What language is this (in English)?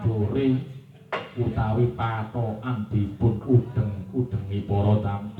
Javanese